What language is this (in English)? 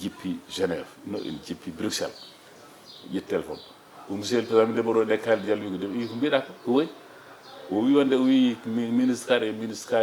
Fula